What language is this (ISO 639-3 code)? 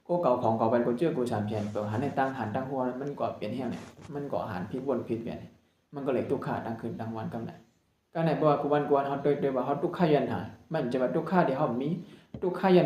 shn